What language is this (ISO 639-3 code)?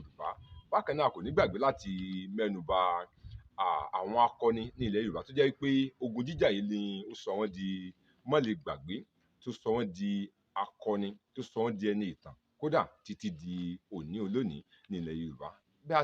yor